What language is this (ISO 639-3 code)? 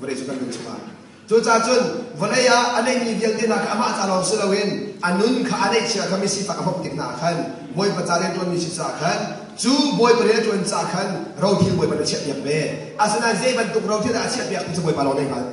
cnh